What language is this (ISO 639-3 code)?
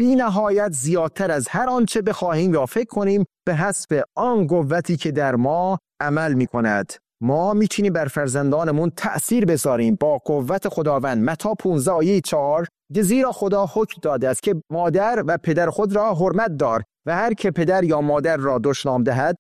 fas